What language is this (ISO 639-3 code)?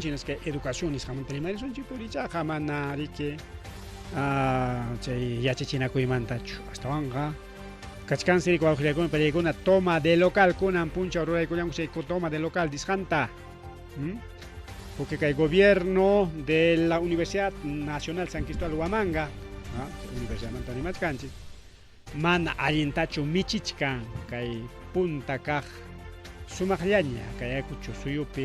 quy